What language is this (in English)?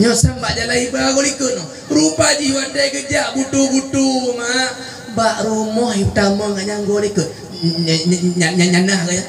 Achinese